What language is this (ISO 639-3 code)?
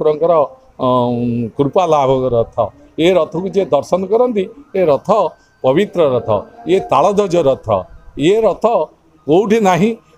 ori